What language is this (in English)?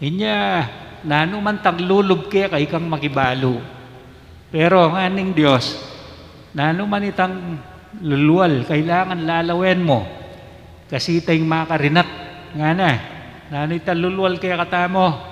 Pampanga